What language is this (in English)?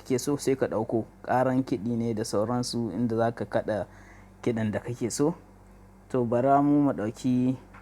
Hausa